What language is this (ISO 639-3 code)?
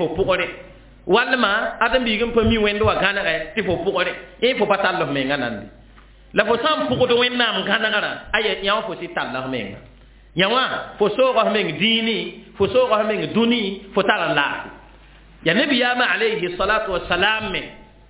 mos